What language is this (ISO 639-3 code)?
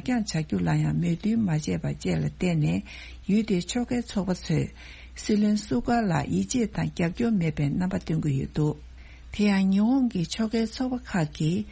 bod